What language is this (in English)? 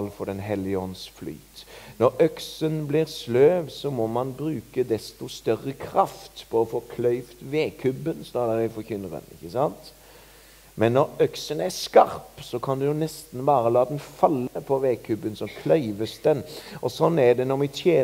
Norwegian